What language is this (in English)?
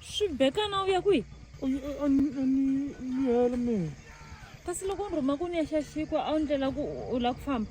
Tsonga